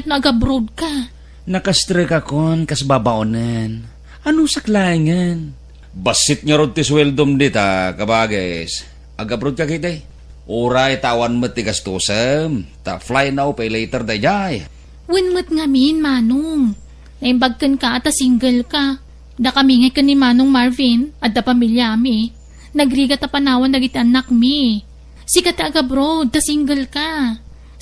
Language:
Iloko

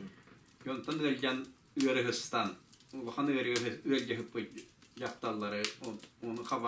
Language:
Yakut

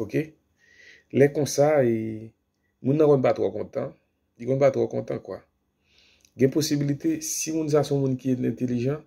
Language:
Haitian Creole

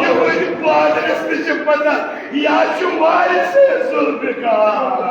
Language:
Kashmiri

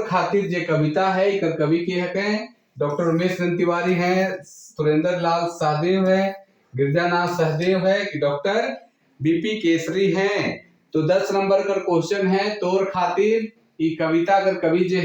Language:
Sadri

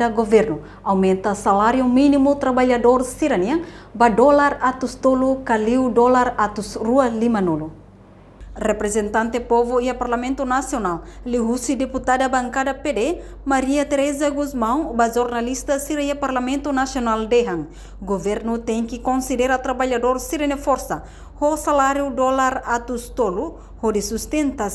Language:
Tetum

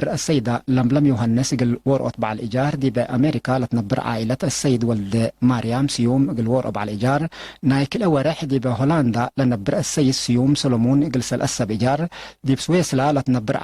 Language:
Tigre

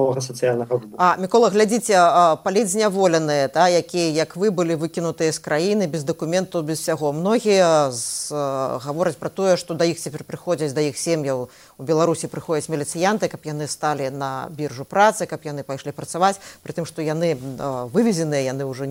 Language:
Belarusian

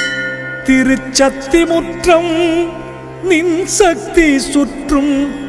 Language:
Tamil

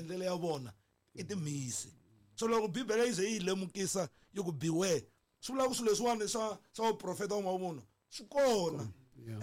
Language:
Tsonga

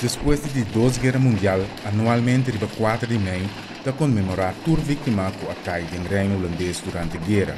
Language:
Papiamento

